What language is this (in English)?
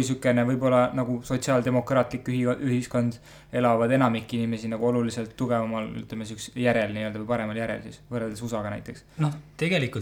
Estonian